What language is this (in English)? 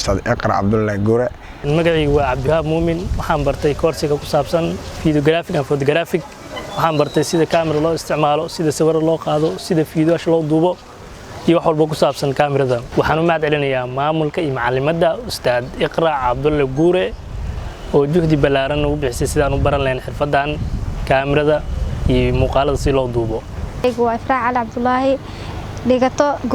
Somali